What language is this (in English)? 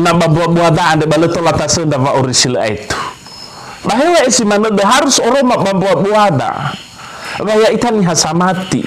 Nias